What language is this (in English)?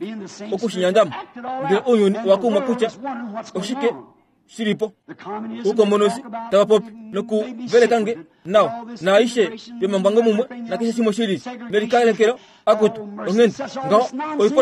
Kuanyama